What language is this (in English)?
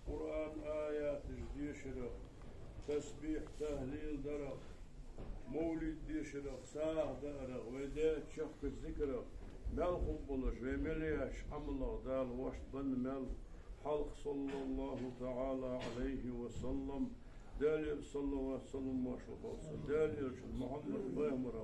Ingush